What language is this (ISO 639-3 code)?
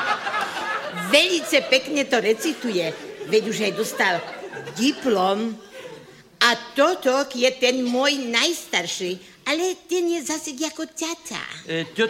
slk